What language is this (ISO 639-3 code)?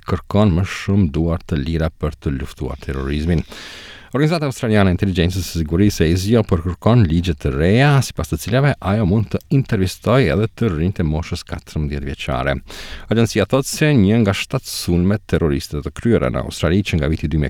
sqi